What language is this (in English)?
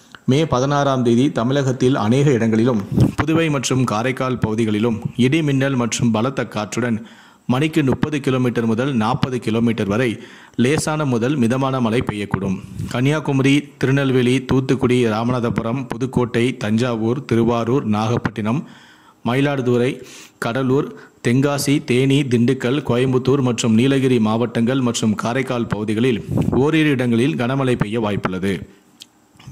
Tamil